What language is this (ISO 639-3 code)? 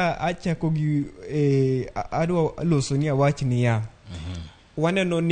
luo